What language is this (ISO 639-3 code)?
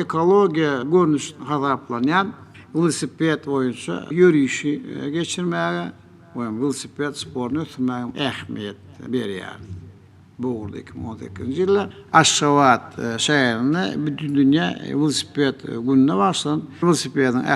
tuk